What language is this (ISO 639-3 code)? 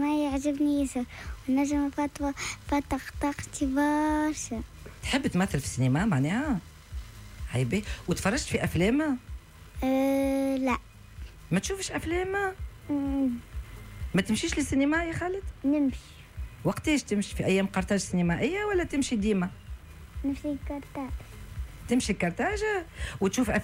aeb